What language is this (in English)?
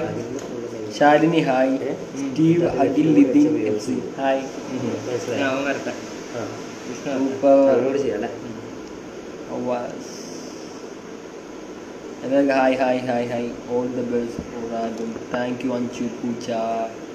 Malayalam